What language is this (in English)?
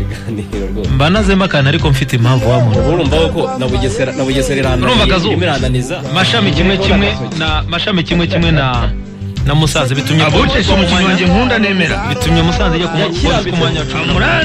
Kinyarwanda